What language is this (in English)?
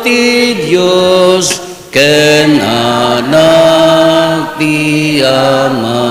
Iloko